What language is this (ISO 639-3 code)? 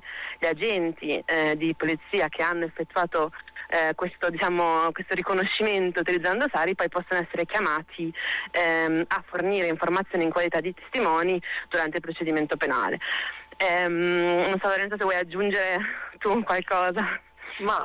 ita